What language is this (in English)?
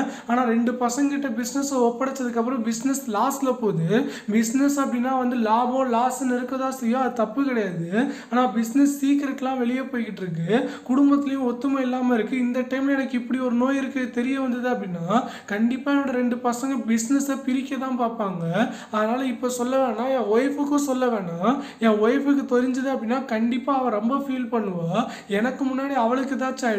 Tamil